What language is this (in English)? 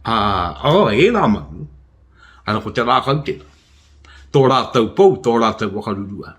Māori